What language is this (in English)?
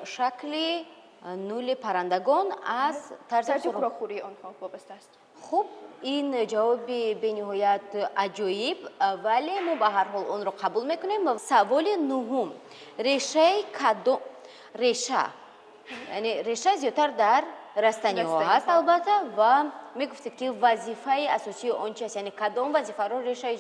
Tajik